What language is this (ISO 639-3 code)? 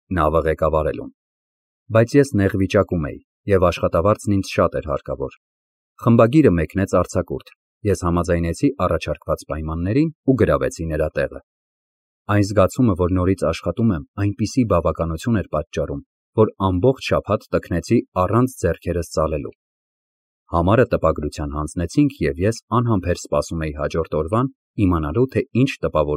hye